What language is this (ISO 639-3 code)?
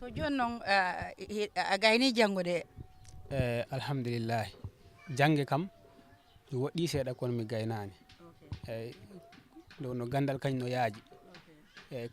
ful